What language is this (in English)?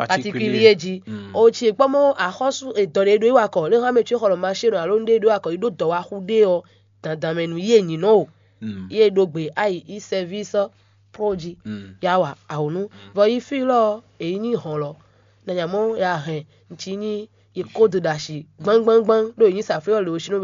Fon